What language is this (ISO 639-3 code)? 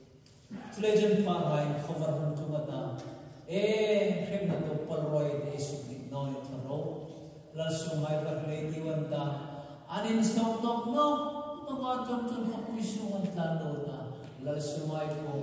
hmr